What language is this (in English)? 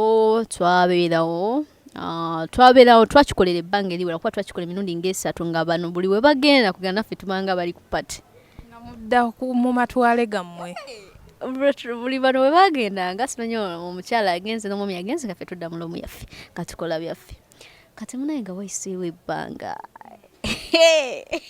Ganda